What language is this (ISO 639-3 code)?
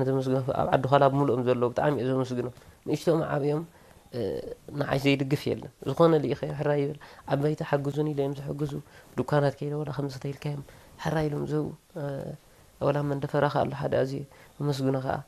tir